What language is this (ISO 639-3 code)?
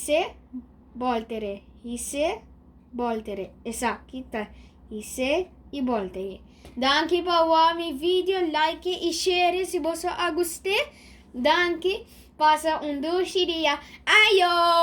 pap